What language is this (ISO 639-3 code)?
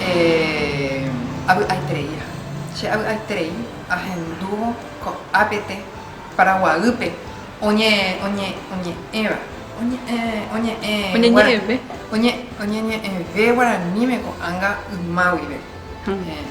grn